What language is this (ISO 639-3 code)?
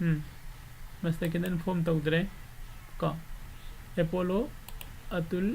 mni